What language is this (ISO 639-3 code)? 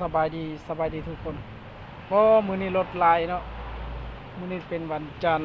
lao